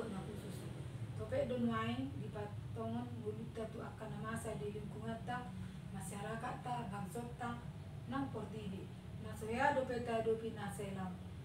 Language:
Batak Toba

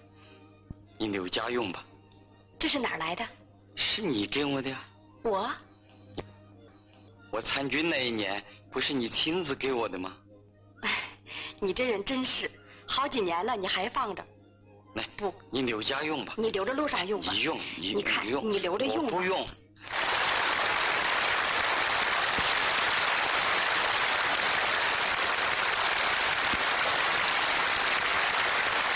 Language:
Chinese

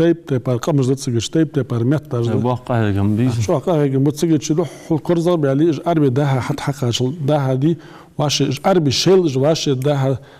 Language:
Ingush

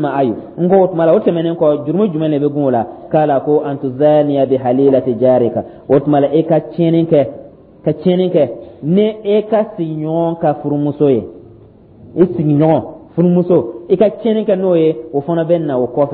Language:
Dyula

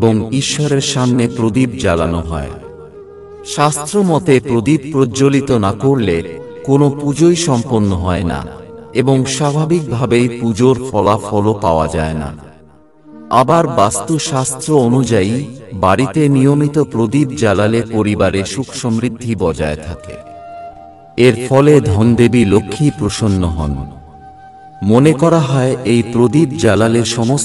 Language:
Bangla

